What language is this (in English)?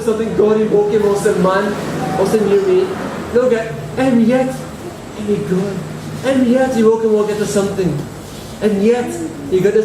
Tok Pisin